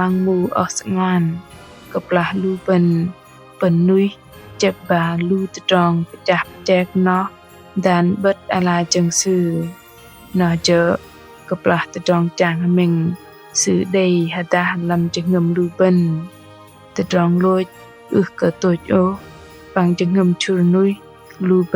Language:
Bahnar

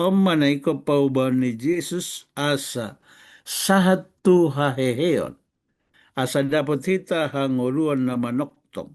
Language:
Batak Toba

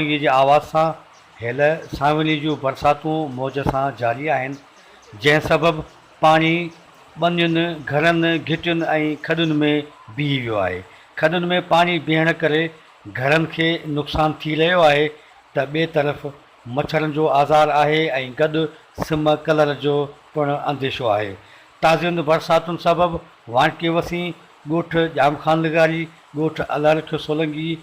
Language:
Sindhi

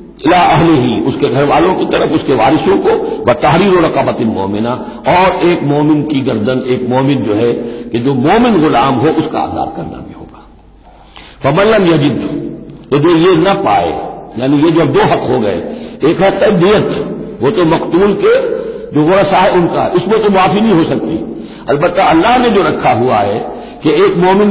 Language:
Urdu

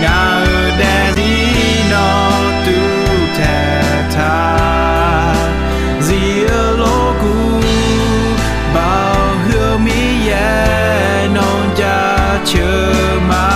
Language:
Akha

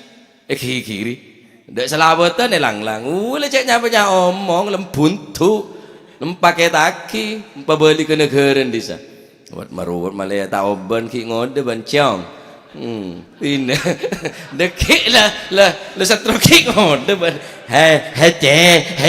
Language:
Madurese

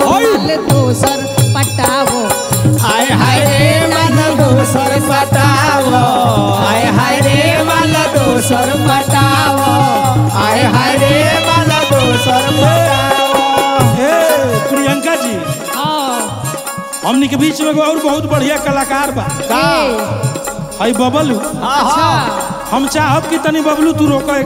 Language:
Bhojpuri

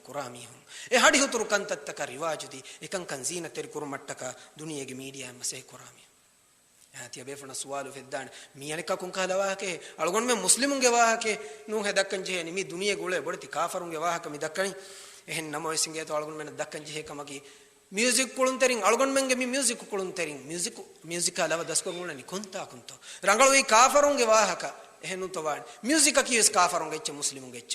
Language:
Divehi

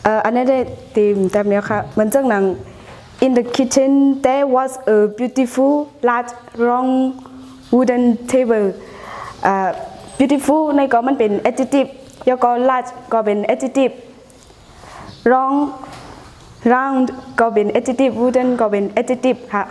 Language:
Shan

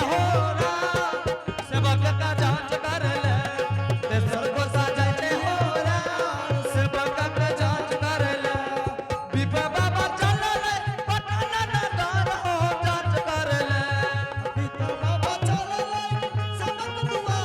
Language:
Angika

